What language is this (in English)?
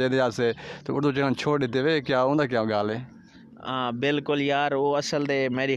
Saraiki